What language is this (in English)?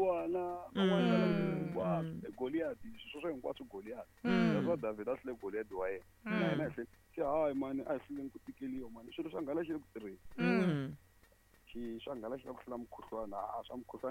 Tsonga